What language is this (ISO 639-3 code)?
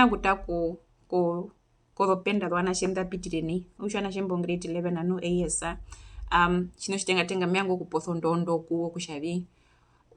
her